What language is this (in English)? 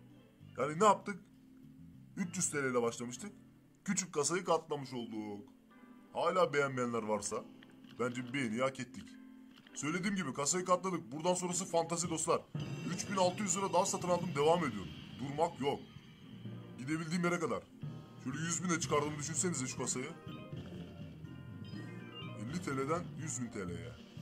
Turkish